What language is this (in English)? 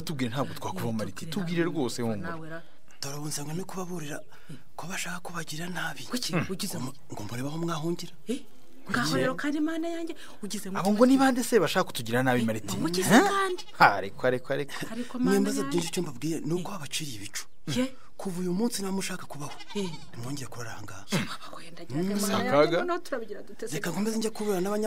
Kinyarwanda